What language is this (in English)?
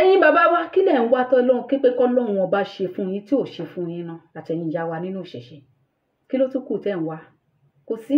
Yoruba